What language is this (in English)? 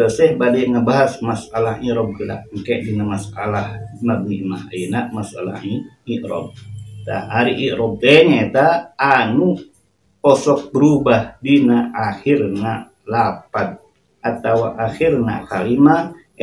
Sundanese